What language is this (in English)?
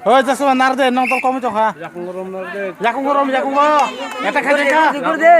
Kok Borok